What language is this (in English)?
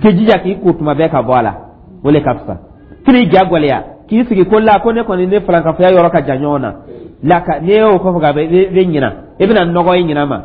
Dyula